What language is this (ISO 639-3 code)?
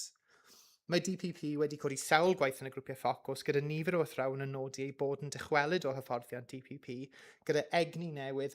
cym